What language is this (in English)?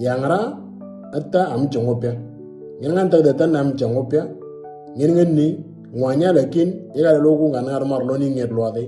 Moro